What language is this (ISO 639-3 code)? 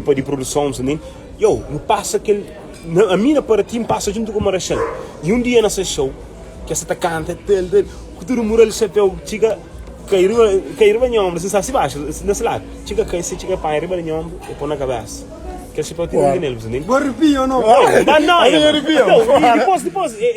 kea